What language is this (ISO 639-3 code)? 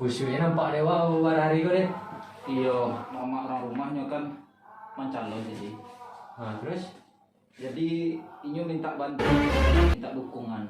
min